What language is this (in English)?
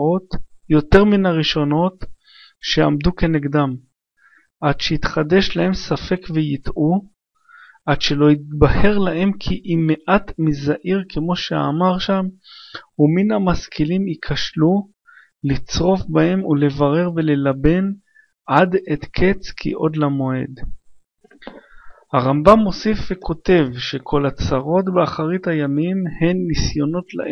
Hebrew